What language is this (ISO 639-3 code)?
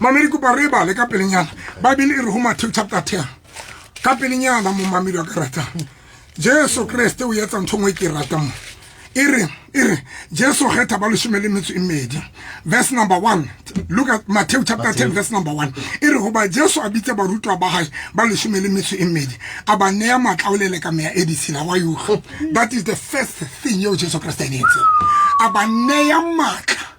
sot